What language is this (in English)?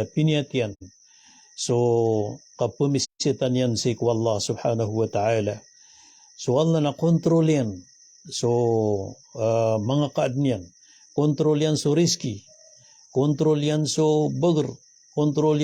Maranao